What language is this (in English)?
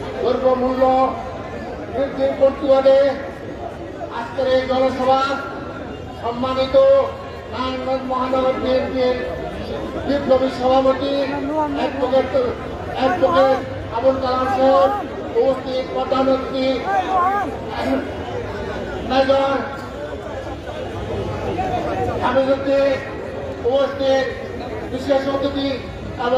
Bangla